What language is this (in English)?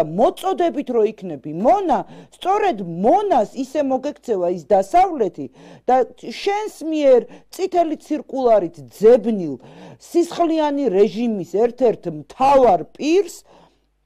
Georgian